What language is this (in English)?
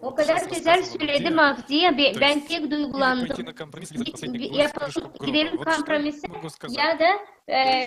Gagauz